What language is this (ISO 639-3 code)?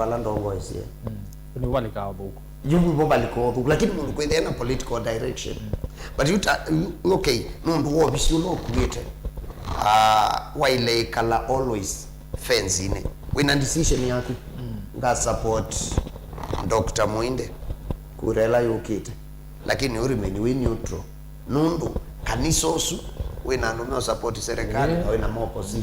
kam